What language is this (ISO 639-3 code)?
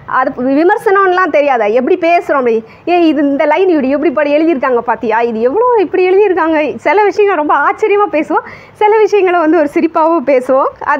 tam